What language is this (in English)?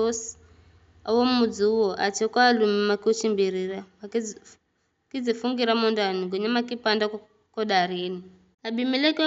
Giryama